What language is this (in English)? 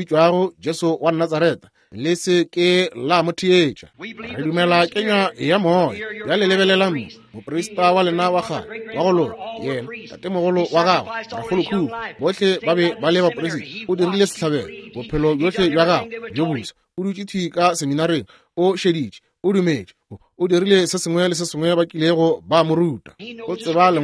Northern Sotho